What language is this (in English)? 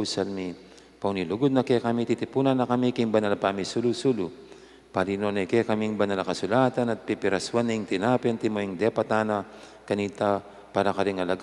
Pampanga